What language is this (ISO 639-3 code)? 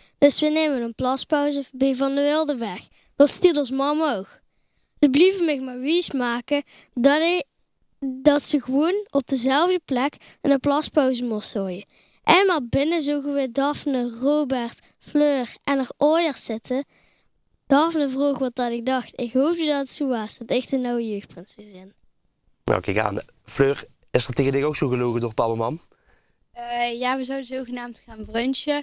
lim